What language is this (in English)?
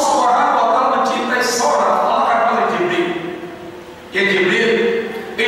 Indonesian